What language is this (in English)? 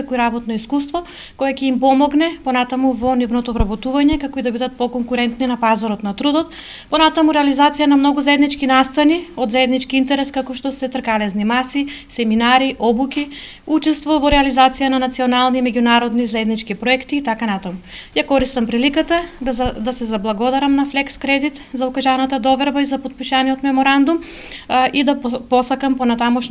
Macedonian